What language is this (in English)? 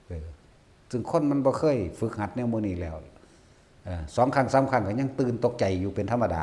Northeastern Thai